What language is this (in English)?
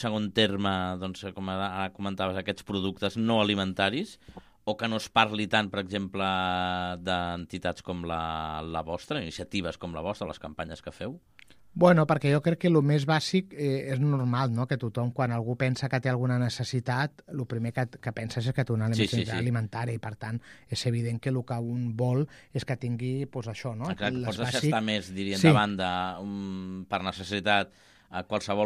Catalan